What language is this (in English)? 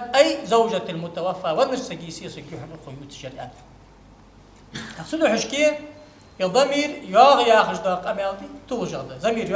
Ingush